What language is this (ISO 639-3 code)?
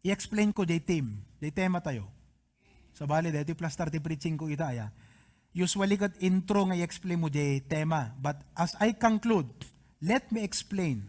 ilo